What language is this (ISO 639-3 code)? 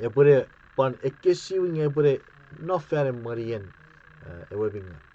chk